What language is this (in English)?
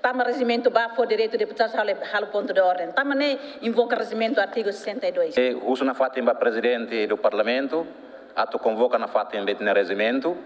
Tetum